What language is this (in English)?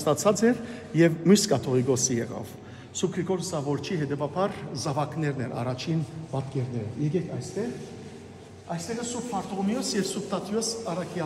Western Armenian